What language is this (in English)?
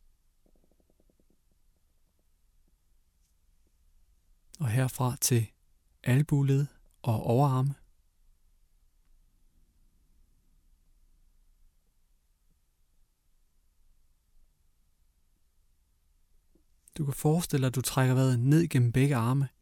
Danish